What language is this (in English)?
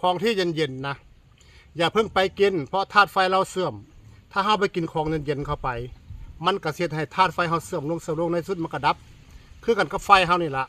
Northeastern Thai